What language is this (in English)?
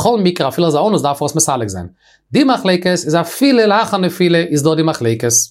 Yiddish